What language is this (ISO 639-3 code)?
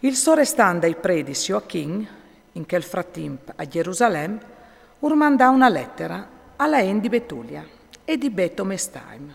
fur